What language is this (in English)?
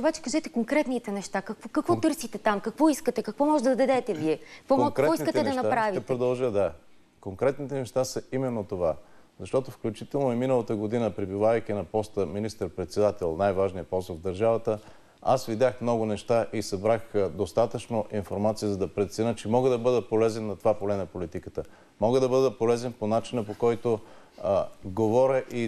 Bulgarian